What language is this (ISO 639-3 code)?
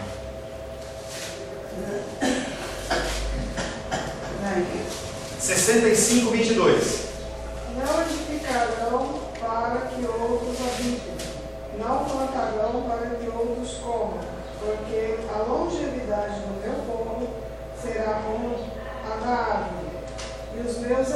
por